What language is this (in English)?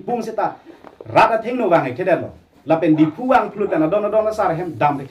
Karbi